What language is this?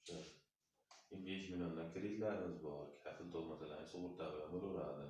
Uzbek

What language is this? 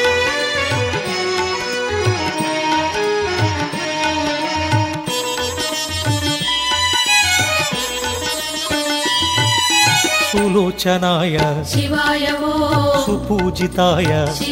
Telugu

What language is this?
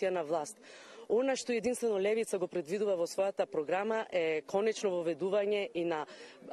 Macedonian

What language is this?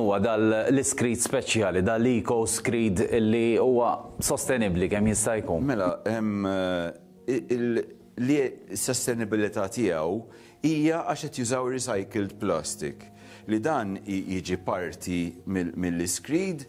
Maltese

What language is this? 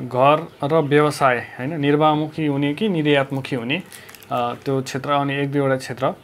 Nepali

